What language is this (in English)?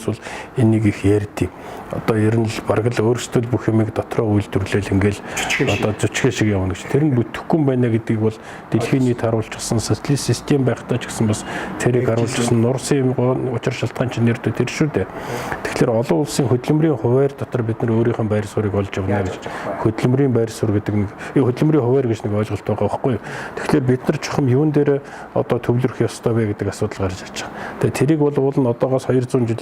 Mongolian